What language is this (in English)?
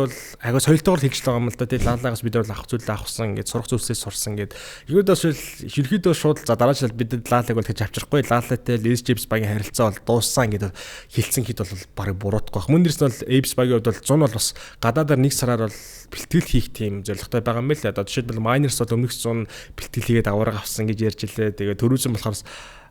Mongolian